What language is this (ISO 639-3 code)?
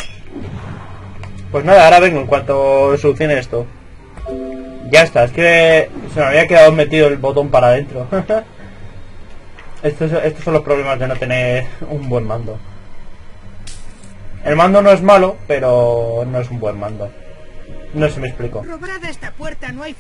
spa